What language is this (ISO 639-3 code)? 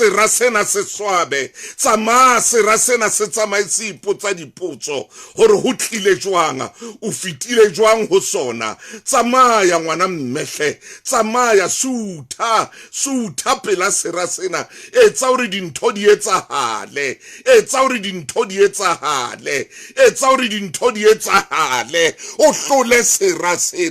sot